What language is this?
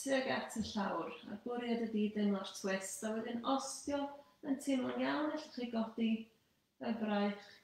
Welsh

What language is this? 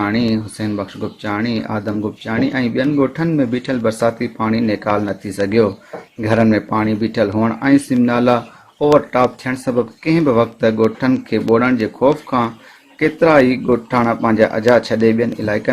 Sindhi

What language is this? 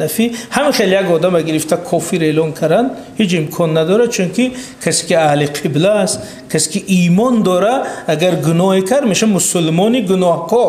Tajik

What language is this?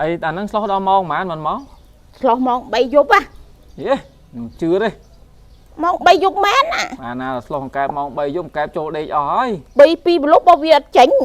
Khmer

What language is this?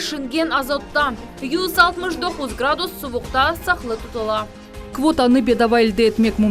Crimean Tatar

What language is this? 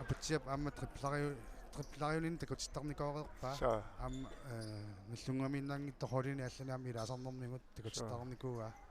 Kalaallisut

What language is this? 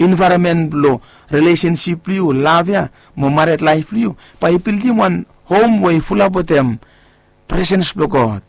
Bislama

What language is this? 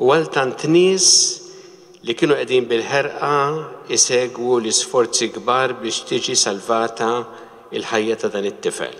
Maltese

